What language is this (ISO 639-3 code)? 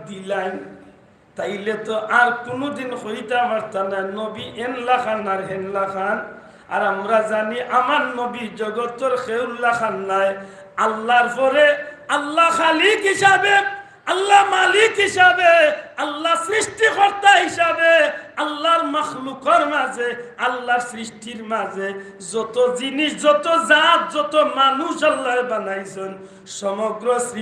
syl